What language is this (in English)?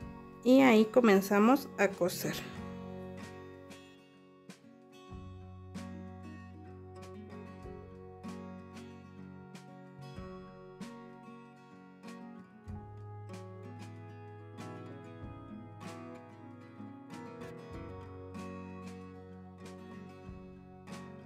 Spanish